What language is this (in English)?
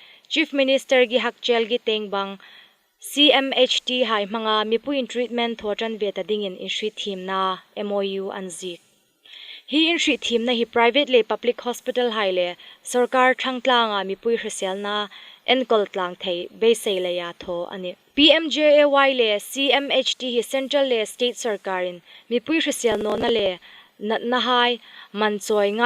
Hmar